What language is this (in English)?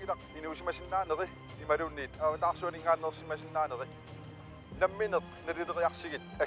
Kalaallisut